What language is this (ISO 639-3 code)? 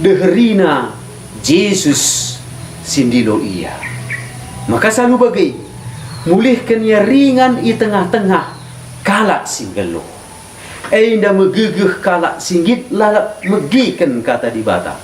btx